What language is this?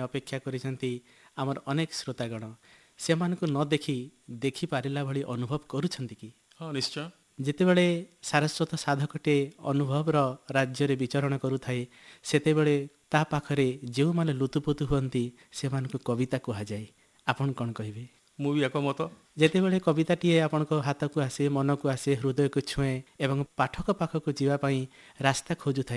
Odia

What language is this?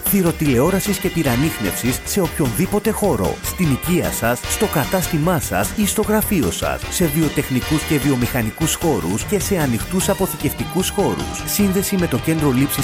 Greek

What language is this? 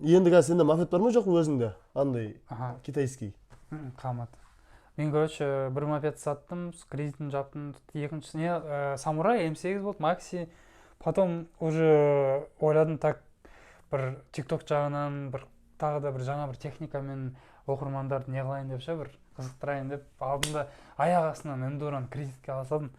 Kazakh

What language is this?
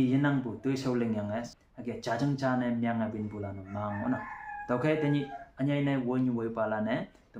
Konyak Naga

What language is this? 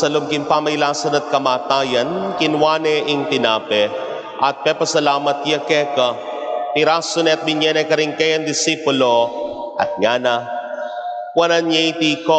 Pampanga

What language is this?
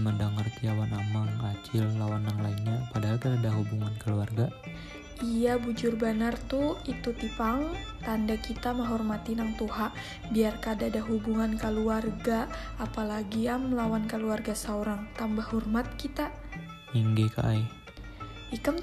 Banjar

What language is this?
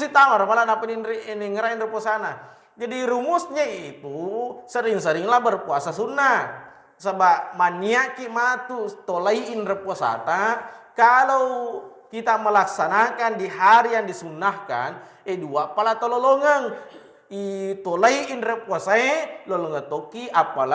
Buginese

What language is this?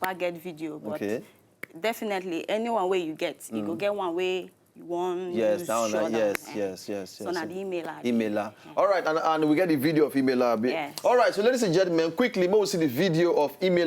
Nigerian Pidgin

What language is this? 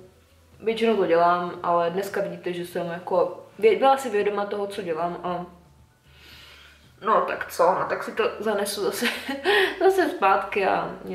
Czech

